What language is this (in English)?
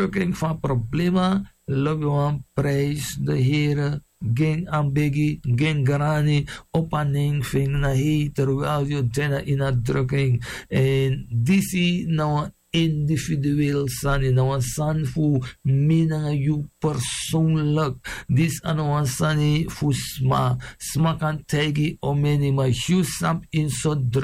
Sranan Tongo